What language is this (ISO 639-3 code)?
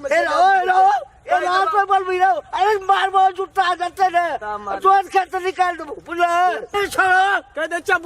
mai